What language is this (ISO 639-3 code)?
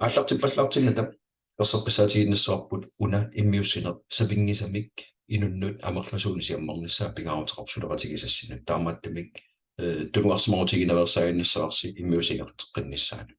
kal